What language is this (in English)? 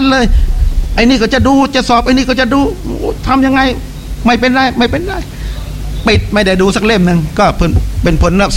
Thai